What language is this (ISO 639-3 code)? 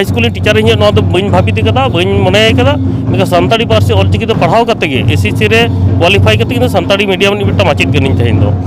sat